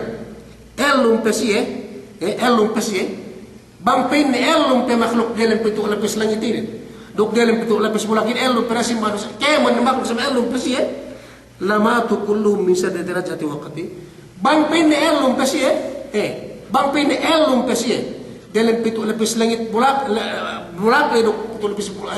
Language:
Yakan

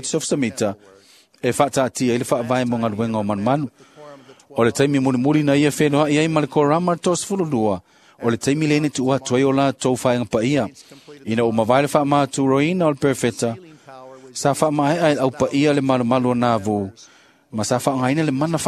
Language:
Samoan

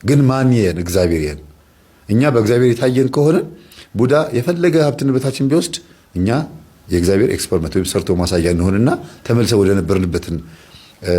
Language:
Amharic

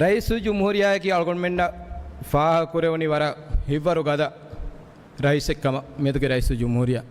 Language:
Divehi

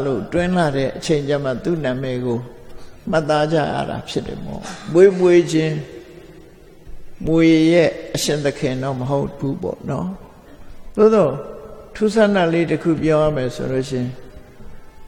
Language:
Burmese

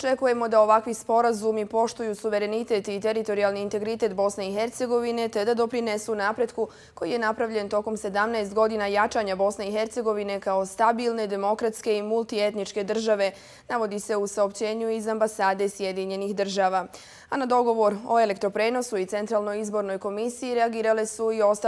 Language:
Croatian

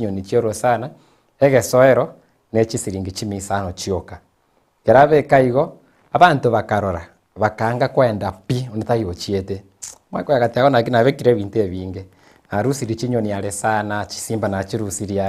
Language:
Gusii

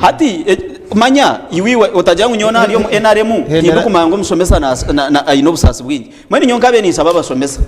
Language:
Nyankole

